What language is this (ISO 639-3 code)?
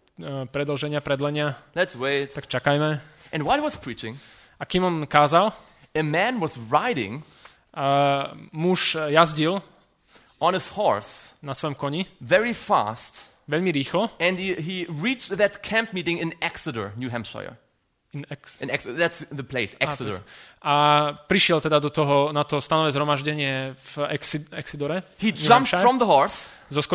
slk